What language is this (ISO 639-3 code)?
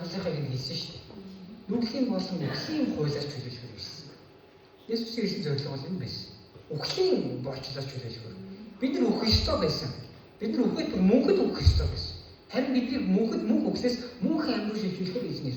mon